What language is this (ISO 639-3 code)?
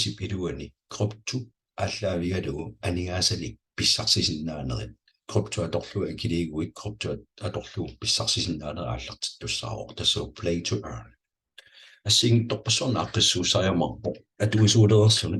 kal